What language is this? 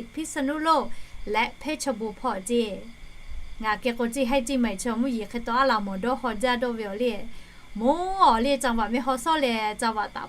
Lahu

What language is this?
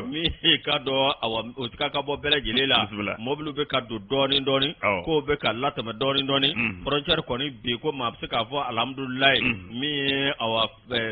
Bambara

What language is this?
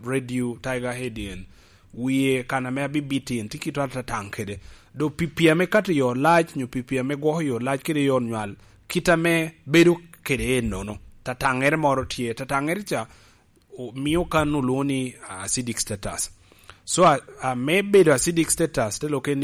Lango (Uganda)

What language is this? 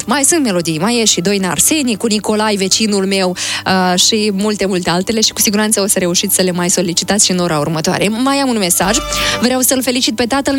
Romanian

